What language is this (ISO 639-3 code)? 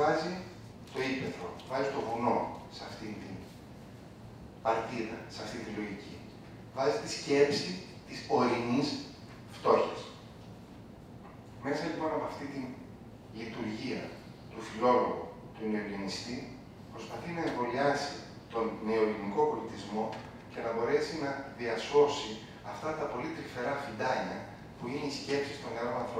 ell